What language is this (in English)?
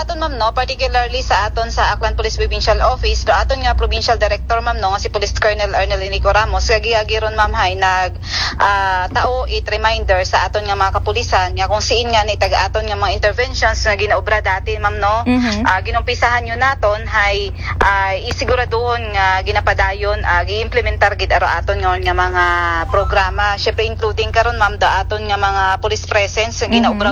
Aklanon